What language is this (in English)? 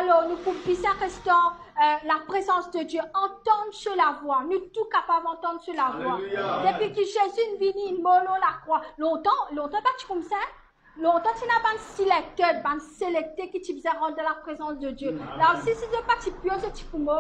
Morisyen